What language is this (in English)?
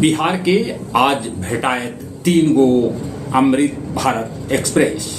Magahi